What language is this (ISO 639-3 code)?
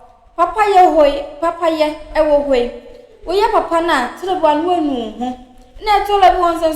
aka